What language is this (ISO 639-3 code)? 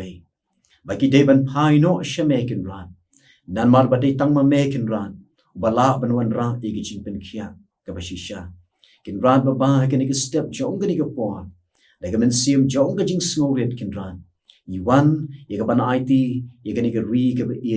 kha